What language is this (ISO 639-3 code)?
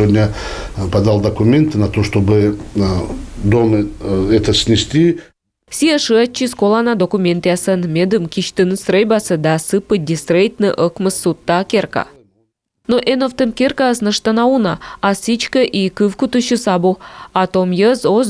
kom